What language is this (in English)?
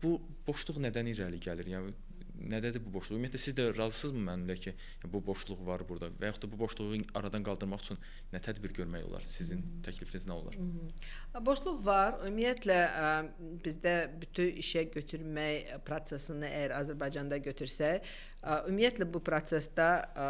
Azerbaijani